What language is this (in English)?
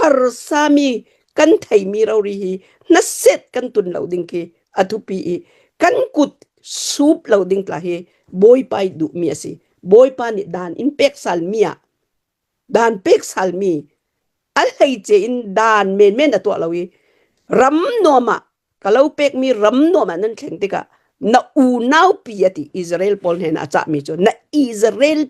Hakha Chin